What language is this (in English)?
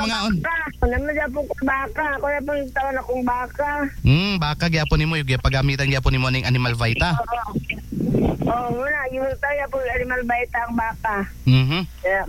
Cebuano